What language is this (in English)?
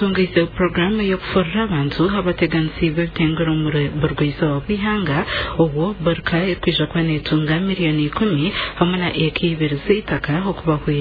Nyankole